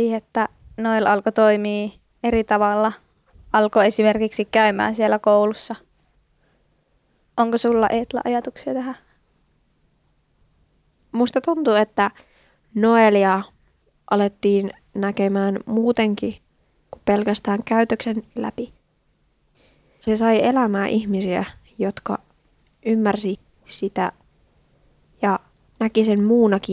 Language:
Finnish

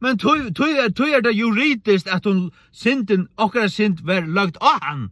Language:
Faroese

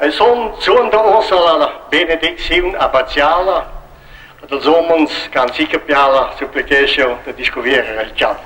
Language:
Romansh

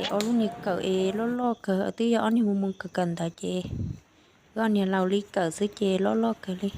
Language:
Hmong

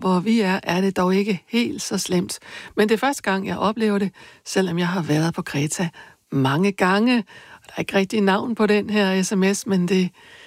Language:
Danish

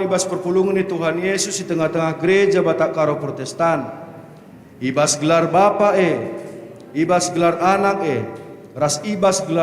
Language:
Batak Karo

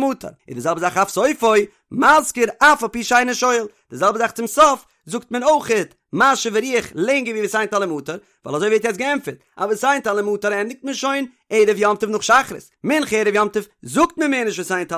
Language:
Yiddish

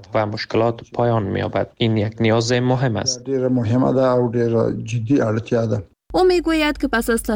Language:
Persian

